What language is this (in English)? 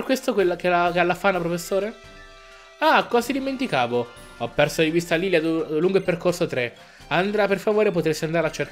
Italian